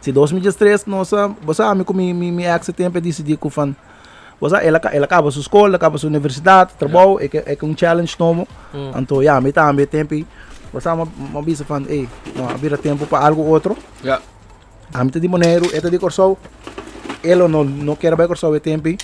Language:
Papiamento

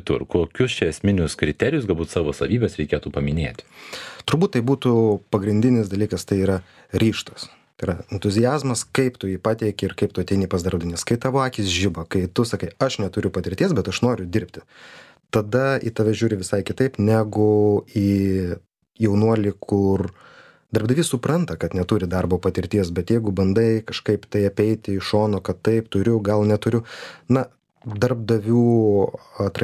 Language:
Lithuanian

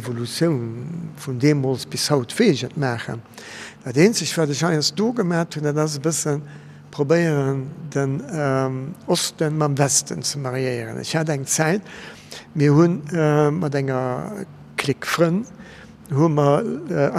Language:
Luxembourgish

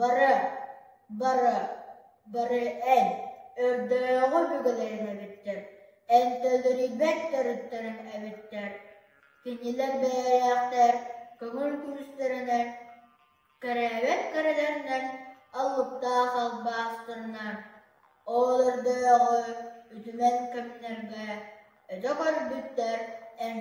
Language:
Yakut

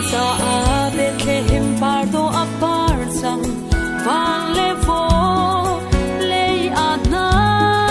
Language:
Falam Chin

